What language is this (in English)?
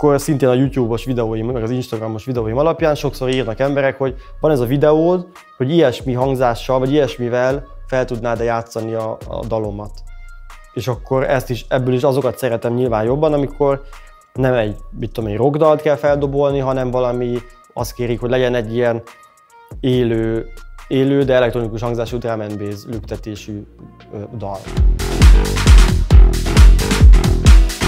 Hungarian